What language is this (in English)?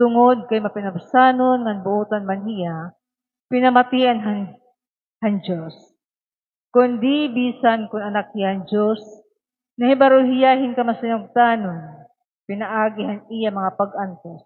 Waray